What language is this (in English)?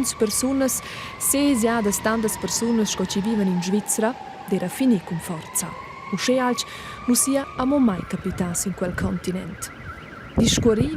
Romansh